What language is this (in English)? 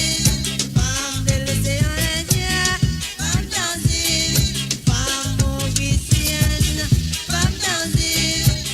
Morisyen